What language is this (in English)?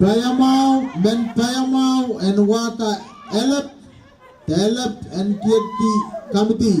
Pohnpeian